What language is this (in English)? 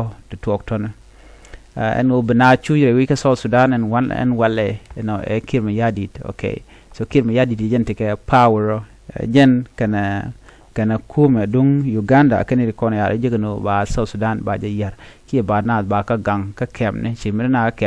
Nuer